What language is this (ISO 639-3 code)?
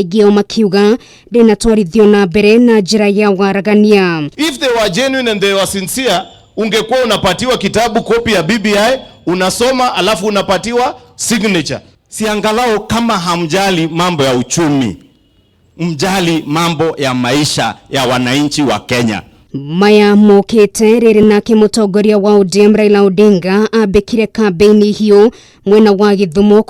kik